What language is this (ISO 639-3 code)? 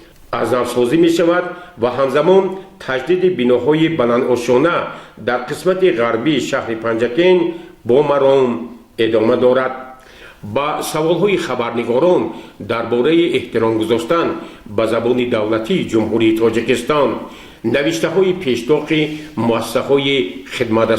tgk